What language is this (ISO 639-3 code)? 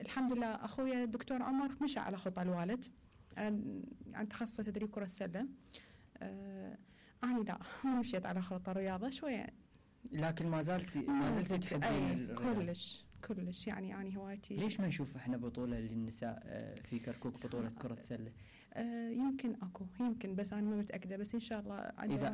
acm